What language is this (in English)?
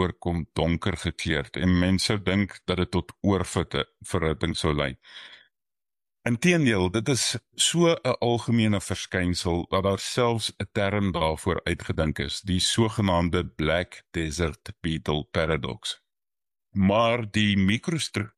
Afrikaans